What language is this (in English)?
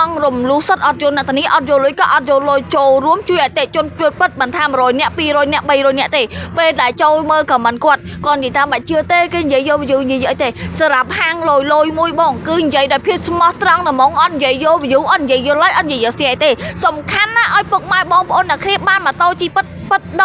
Khmer